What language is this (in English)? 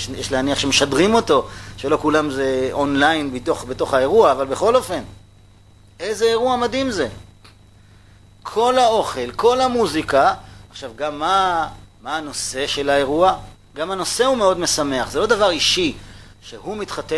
Hebrew